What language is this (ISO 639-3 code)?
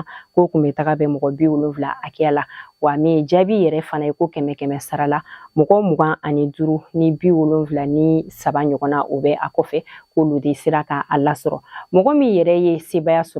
bam